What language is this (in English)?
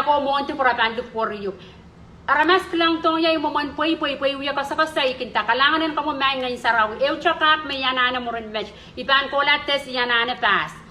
Pohnpeian